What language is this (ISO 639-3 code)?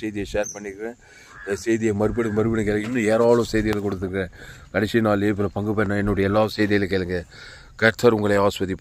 tam